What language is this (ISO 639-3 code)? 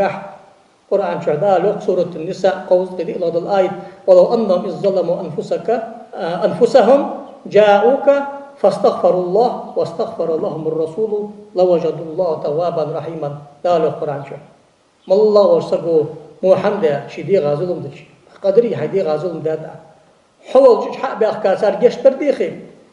inh